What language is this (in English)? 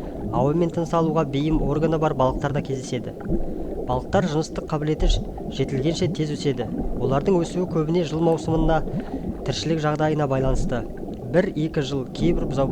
Kazakh